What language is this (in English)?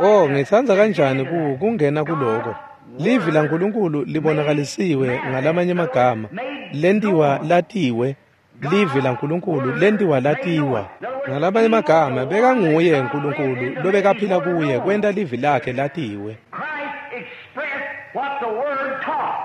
Swati